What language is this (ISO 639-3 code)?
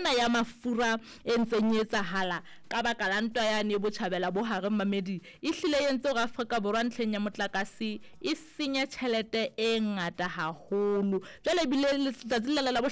sot